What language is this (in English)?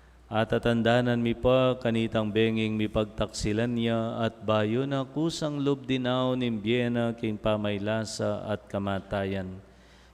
Pampanga